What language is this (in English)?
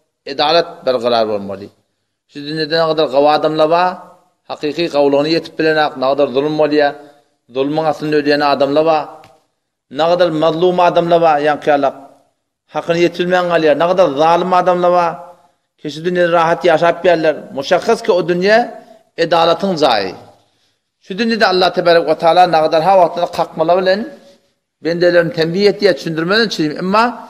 Turkmen